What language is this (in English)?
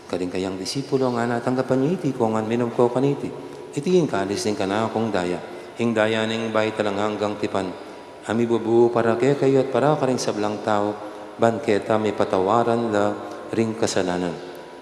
Pampanga